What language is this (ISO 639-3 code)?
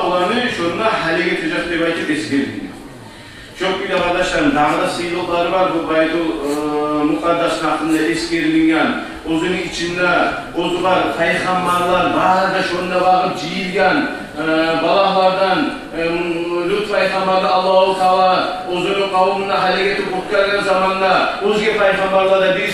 kum